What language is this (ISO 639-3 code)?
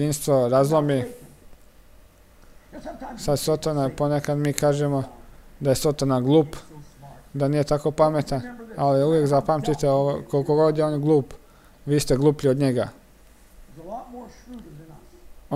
hrv